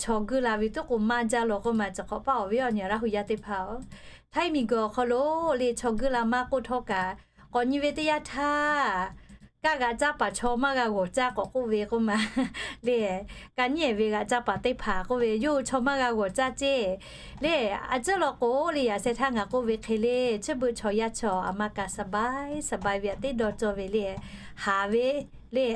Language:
Lahu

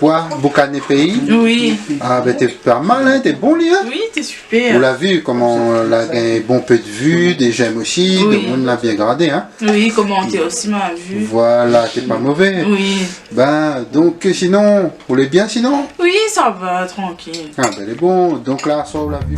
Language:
Réunion Creole French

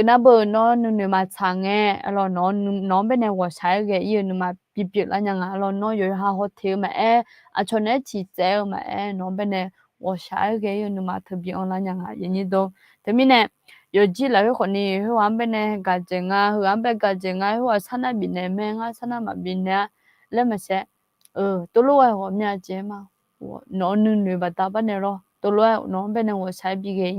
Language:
Akha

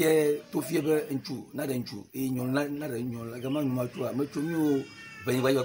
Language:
Ewe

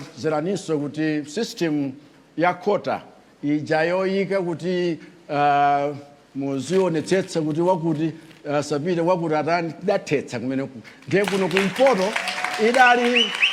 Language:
Nyanja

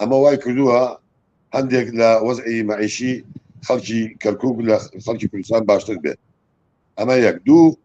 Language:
Central Kurdish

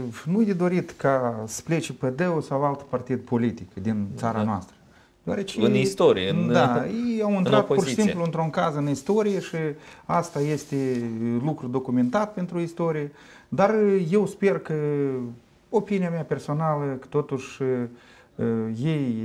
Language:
Romanian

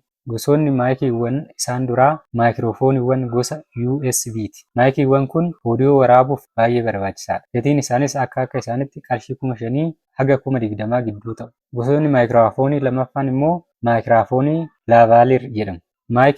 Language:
Oromo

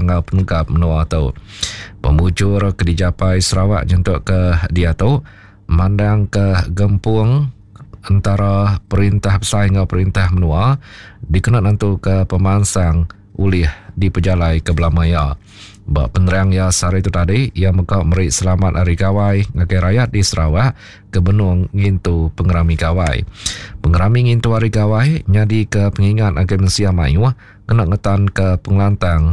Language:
Iban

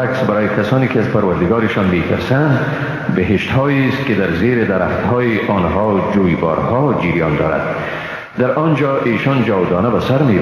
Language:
Persian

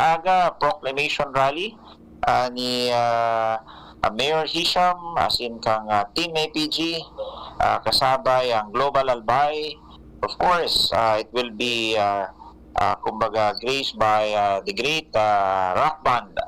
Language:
Bikol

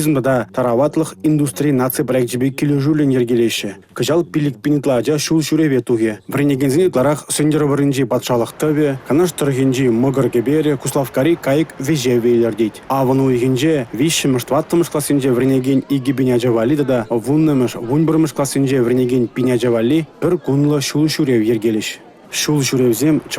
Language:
Chuvash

